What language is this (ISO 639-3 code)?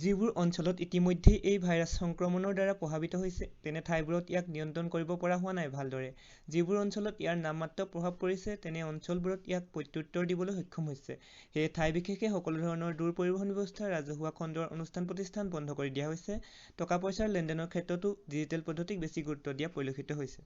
asm